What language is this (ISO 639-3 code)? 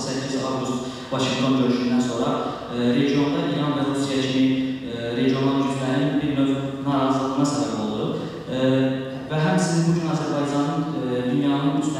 aze